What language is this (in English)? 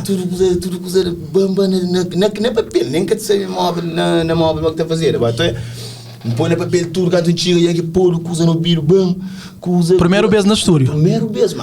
Kabuverdianu